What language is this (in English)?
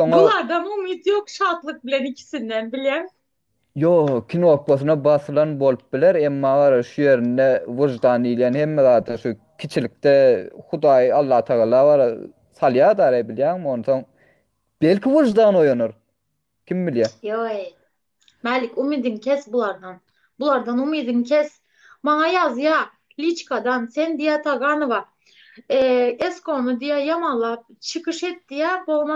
Turkmen